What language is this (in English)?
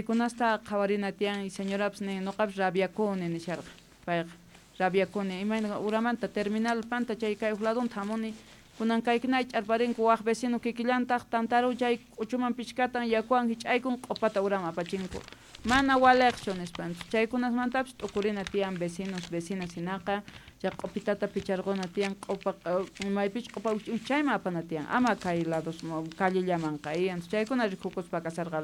South Bolivian Quechua